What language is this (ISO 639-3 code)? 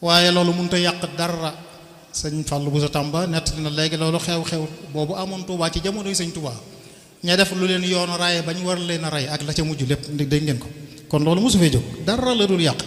wol